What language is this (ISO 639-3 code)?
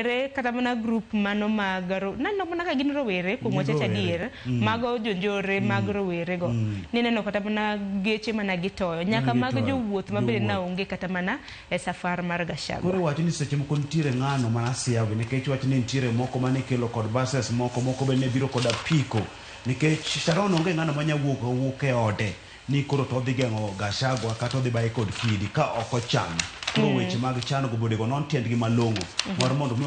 luo